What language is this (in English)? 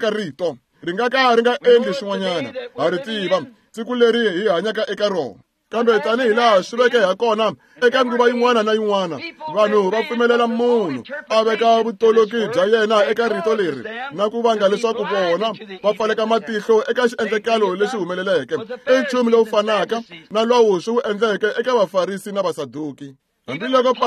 Tsonga